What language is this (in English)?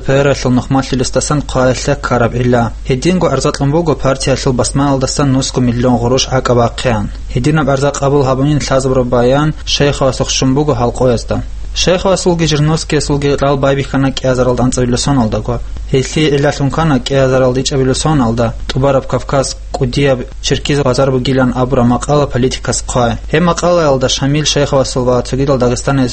Avaric